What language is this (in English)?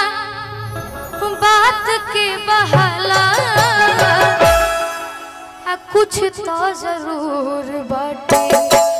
Bhojpuri